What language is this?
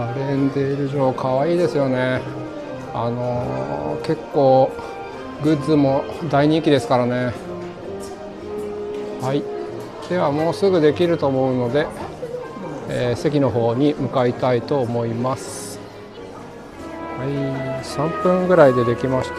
Japanese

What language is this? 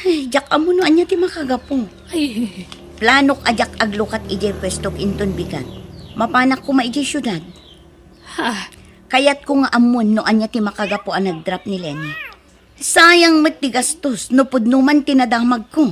Iloko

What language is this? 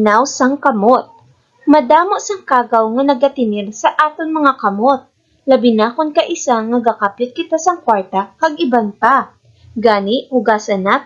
Hiligaynon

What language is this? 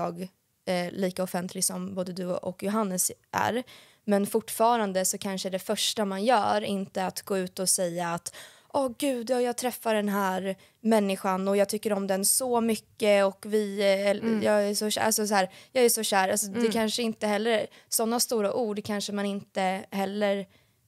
Swedish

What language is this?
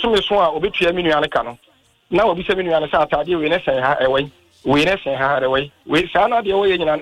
Akan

